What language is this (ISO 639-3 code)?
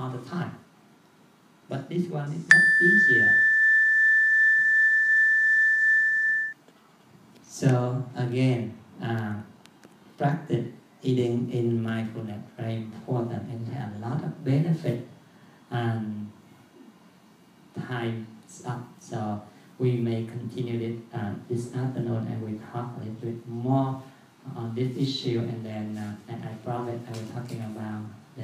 eng